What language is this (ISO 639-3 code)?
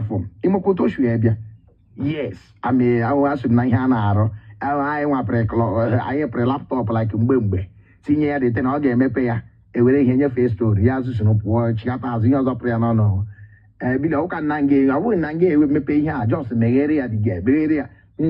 ibo